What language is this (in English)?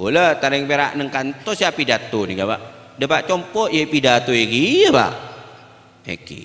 Madurese